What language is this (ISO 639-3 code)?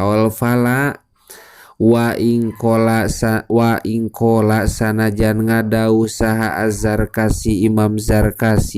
sun